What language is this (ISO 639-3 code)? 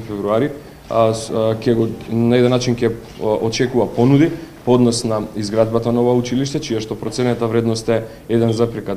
mkd